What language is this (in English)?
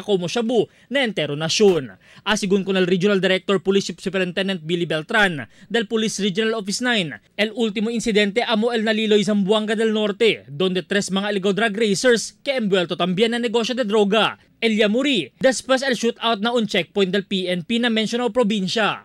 Chavacano